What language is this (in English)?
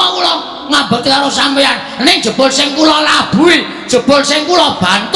Javanese